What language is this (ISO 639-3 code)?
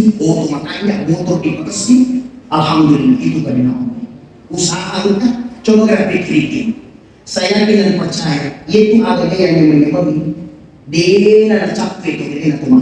bug